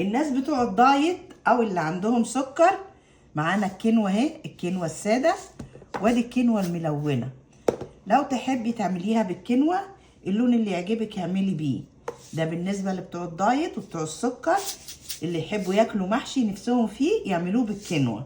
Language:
Egyptian Arabic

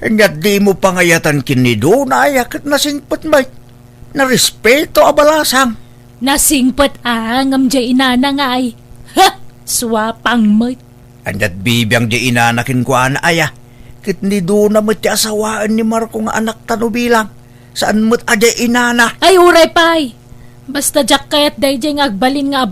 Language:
Iloko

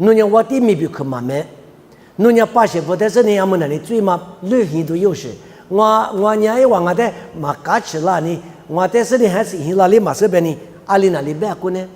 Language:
Lisu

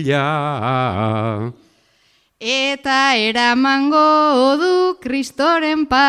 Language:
Basque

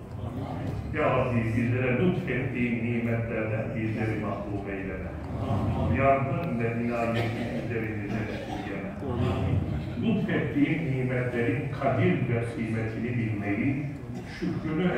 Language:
Turkish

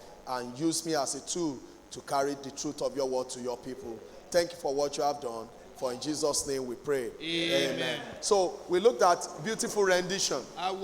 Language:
Yoruba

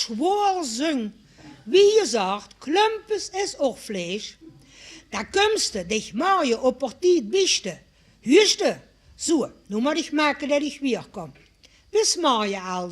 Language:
Limburgish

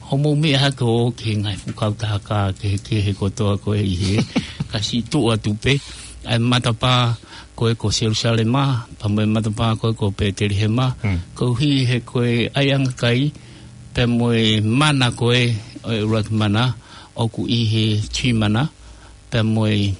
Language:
Tongan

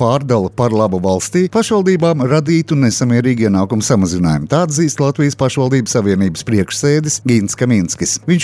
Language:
Latvian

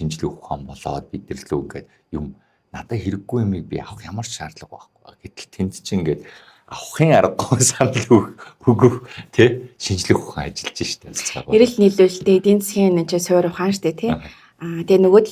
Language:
Mongolian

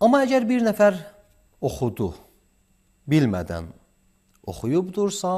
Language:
Azerbaijani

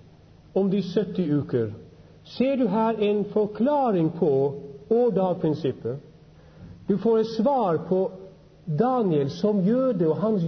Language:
Norwegian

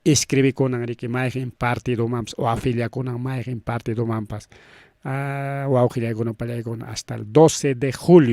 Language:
Ayacucho Quechua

